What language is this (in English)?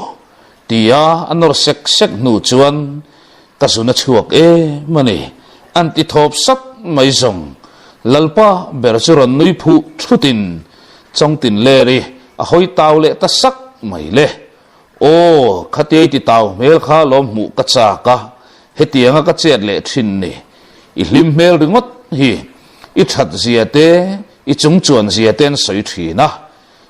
Mizo